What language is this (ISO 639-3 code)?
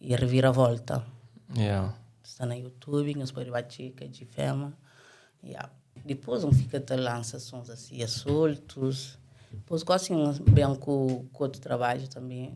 kea